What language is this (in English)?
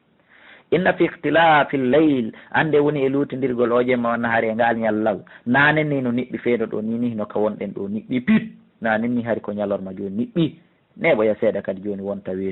Fula